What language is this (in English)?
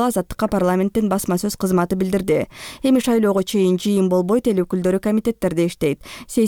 Kyrgyz